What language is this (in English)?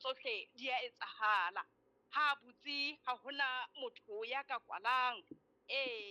Southern Sotho